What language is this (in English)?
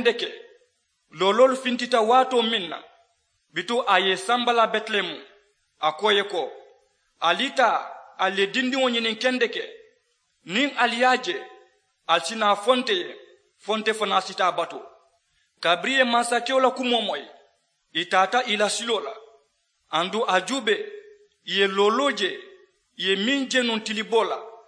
Mandingo